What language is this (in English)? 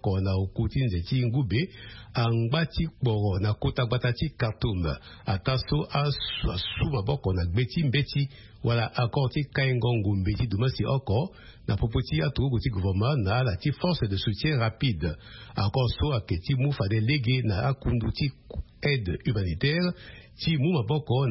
Sango